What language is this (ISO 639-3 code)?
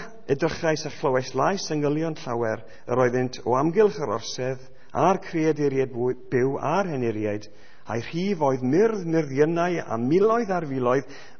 cym